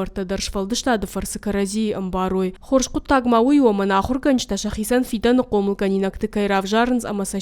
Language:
Ossetic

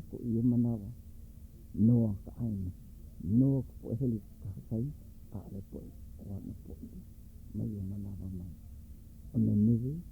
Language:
Hawaiian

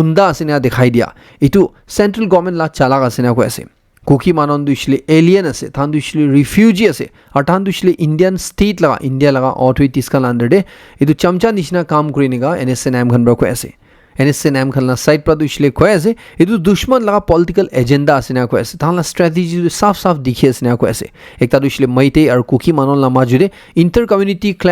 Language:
Naga Pidgin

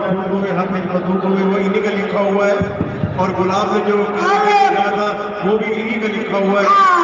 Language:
Saraiki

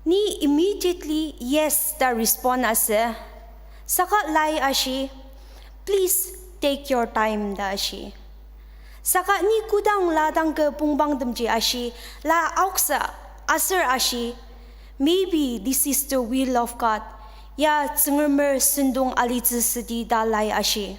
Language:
Ao Naga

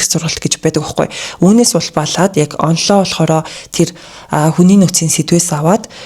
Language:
Mongolian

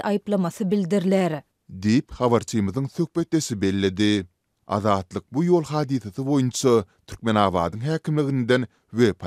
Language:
Turkmen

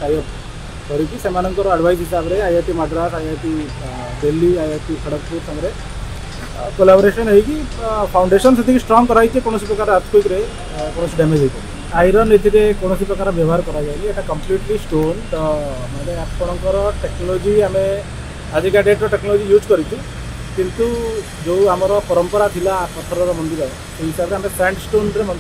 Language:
Odia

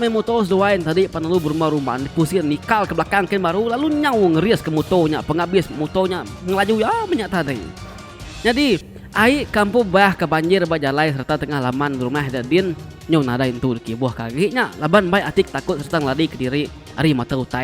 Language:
Iban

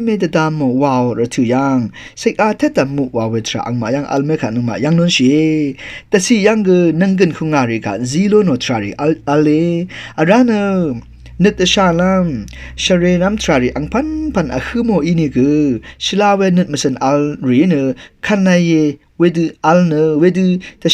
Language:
Rawang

